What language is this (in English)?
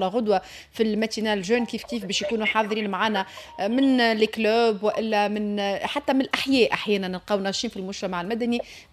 Tunisian Arabic